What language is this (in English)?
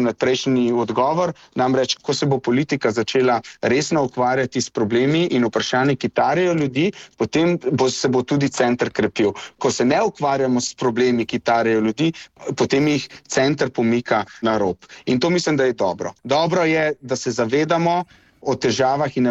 Slovenian